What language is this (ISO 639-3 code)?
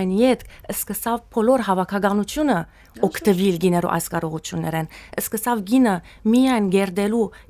hyw